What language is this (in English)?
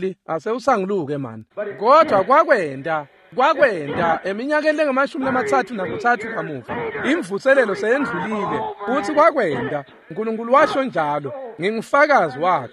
Swati